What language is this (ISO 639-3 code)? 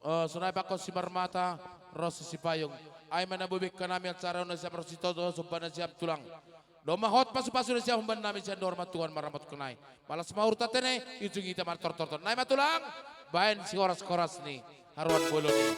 bts